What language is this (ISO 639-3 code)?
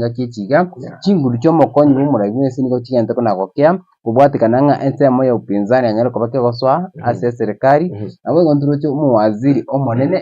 guz